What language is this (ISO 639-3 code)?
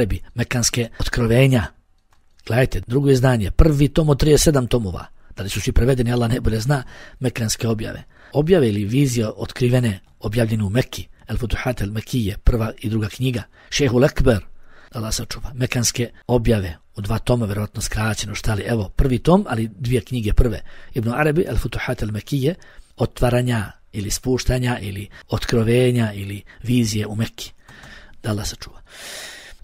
bos